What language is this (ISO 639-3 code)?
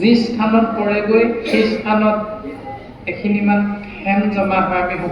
asm